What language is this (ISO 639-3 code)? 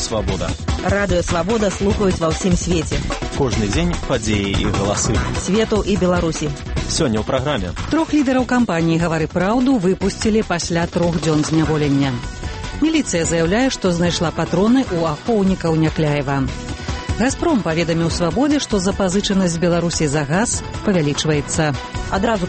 bel